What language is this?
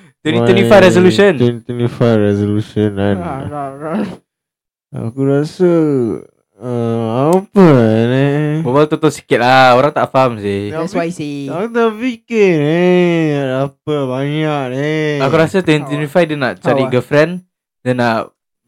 Malay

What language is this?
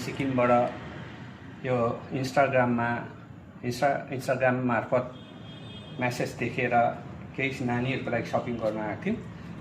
Nepali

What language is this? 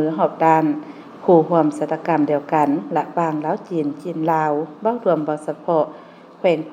Lao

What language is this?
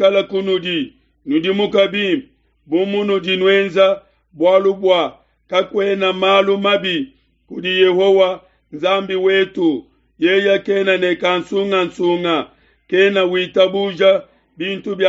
Luba-Lulua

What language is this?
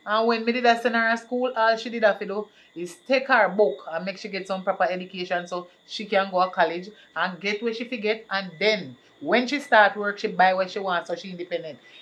Jamaican Creole English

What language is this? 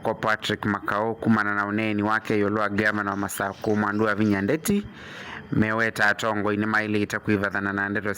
Kamba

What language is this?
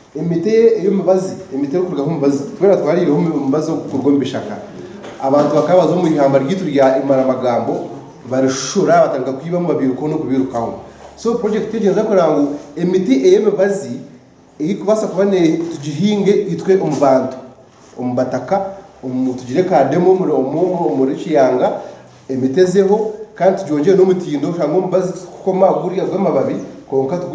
Nyankole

